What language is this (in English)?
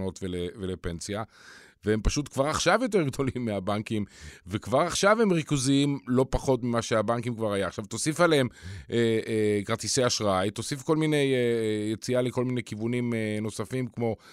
Hebrew